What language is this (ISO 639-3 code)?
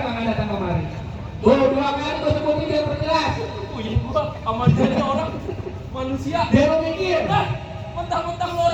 bew